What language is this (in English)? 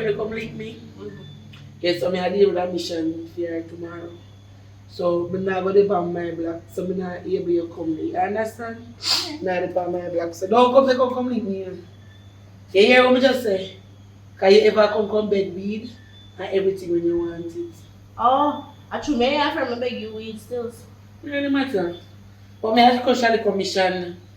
Jamaican Creole English